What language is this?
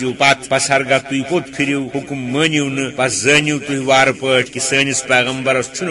Kashmiri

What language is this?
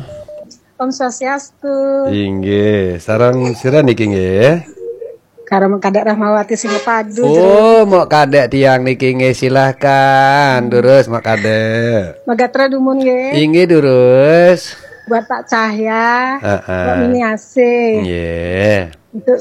Balinese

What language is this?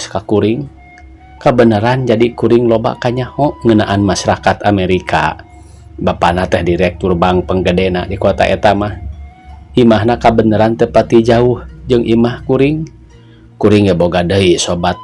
Sundanese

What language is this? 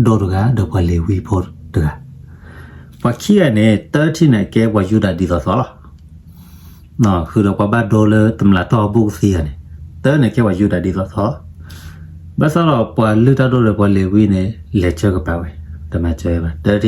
S'gaw Karen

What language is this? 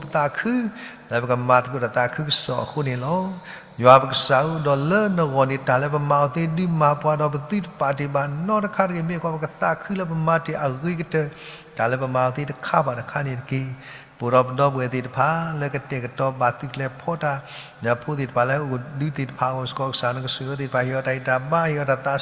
S'gaw Karen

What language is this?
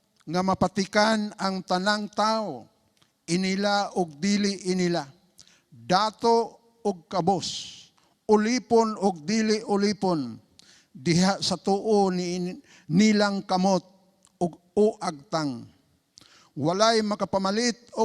Cebuano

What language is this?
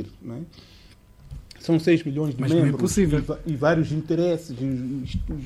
Portuguese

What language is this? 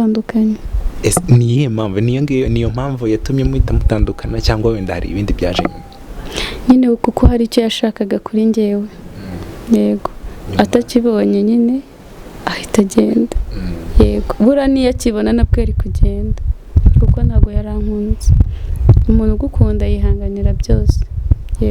Kinyarwanda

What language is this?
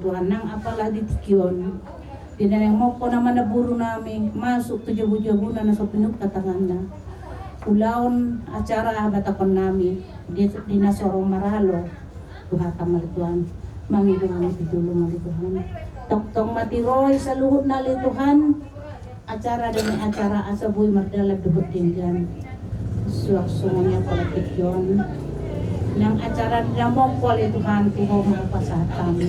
Batak Toba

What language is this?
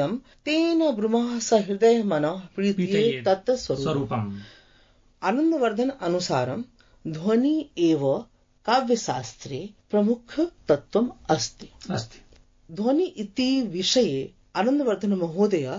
Sanskrit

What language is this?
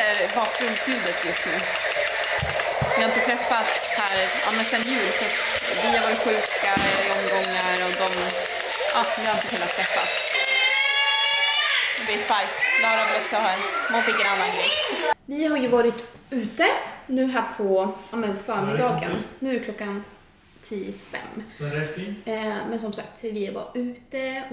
Swedish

